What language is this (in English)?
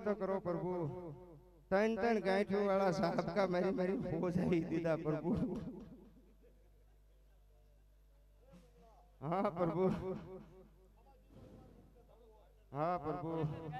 Gujarati